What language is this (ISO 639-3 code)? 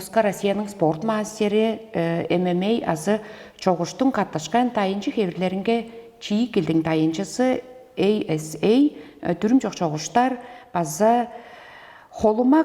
tyv